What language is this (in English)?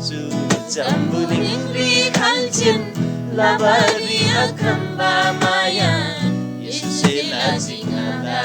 Eastern Tamang